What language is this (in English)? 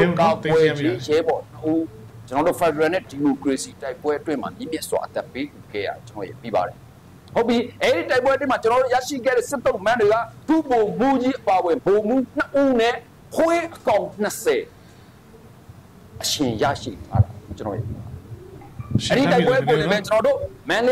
Burmese